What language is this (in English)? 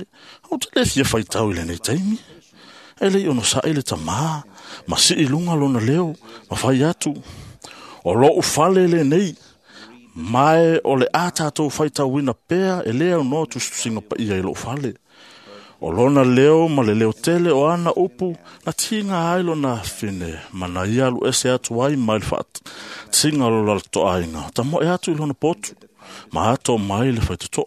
Samoan